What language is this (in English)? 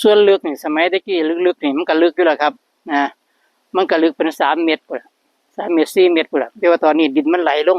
Northeastern Thai